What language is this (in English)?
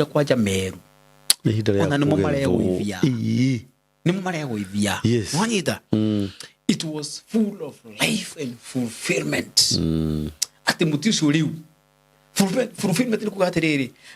Kikuyu